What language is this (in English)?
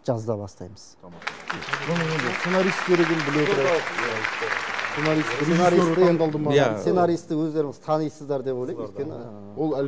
Kazakh